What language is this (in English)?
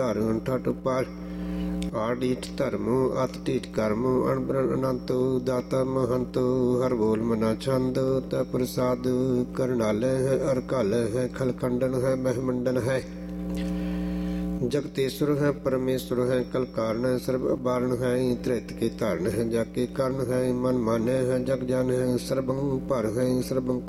Punjabi